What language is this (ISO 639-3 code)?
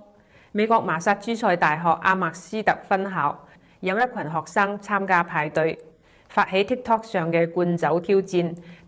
yue